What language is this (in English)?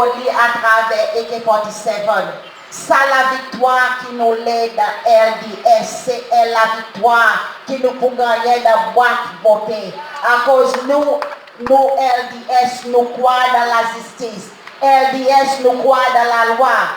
Seselwa Creole French